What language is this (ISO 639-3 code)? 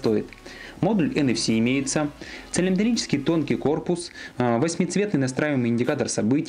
rus